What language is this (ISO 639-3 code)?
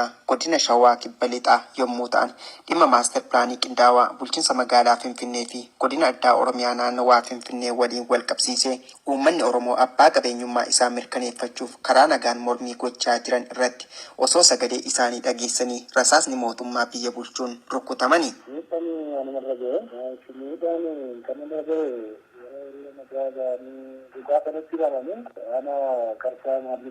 orm